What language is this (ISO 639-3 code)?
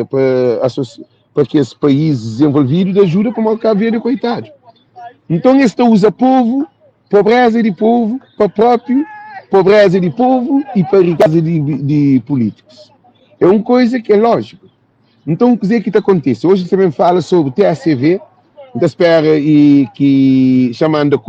kea